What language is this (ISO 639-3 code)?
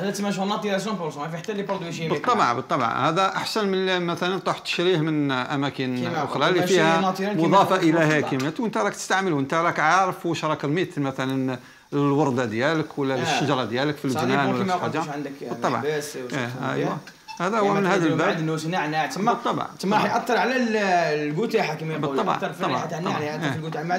arq